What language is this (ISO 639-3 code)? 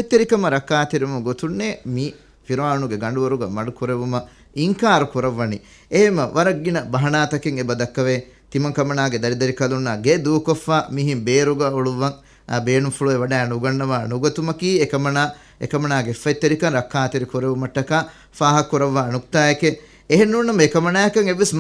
div